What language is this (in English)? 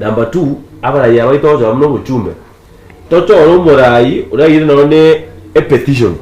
Gusii